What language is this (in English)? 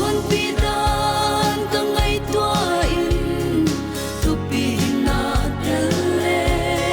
Paite Chin